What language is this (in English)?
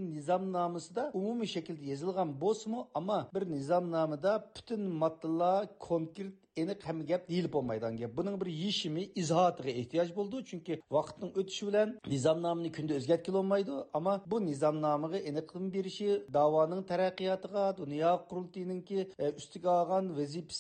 Uyghur